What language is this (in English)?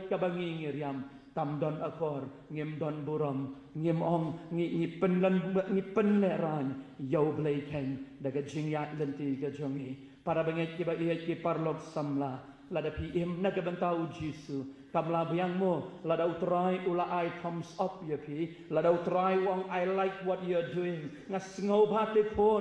Khasi